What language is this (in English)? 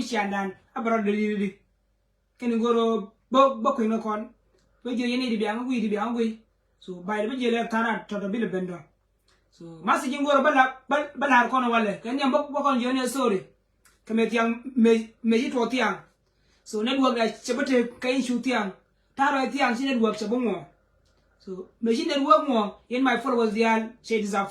Nuer